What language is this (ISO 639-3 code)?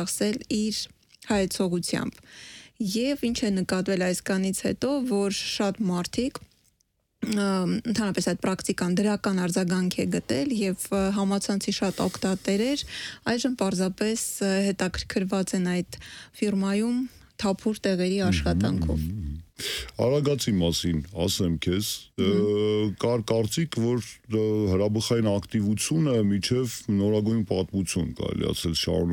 hye